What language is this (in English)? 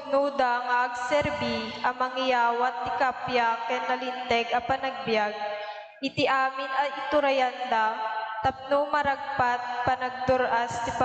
Iloko